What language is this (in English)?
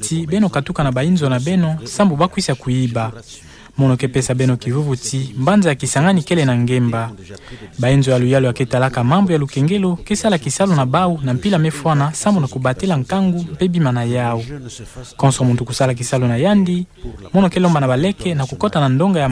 Kituba (Democratic Republic of Congo)